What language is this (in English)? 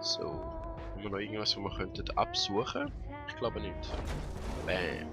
Swiss German